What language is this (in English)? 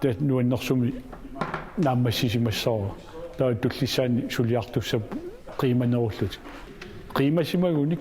Kalaallisut